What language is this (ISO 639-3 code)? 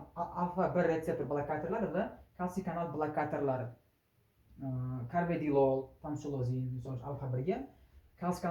uzb